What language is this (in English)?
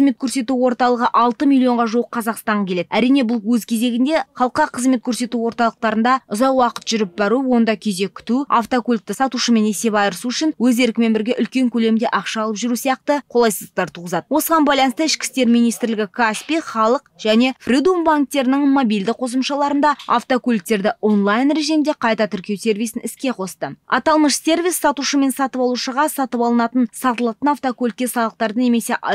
Kazakh